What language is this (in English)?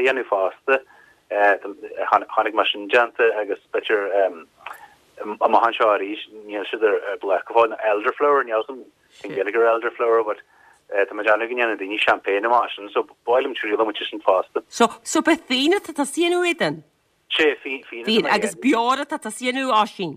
Irish